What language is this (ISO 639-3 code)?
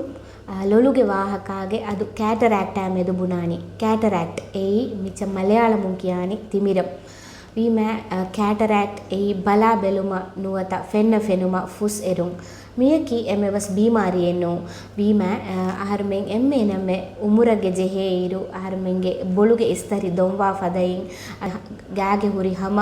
div